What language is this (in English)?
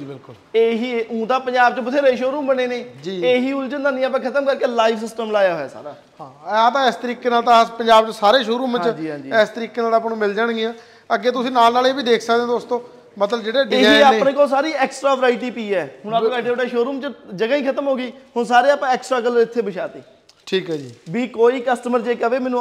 Punjabi